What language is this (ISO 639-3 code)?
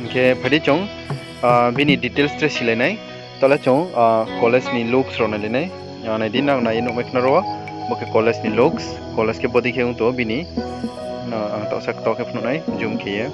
ria